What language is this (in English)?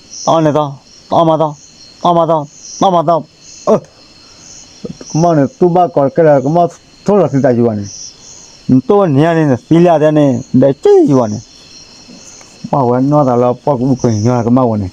S'gaw Karen